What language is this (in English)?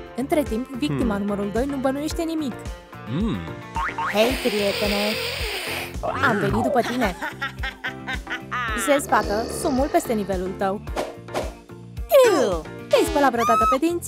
Romanian